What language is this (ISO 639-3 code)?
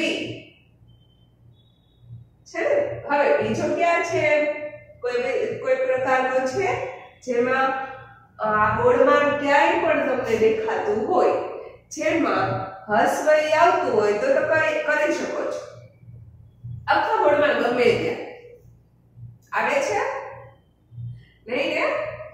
guj